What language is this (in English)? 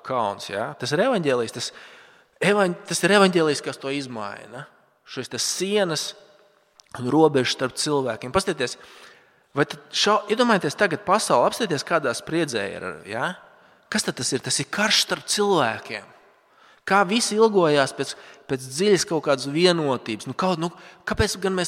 Latvian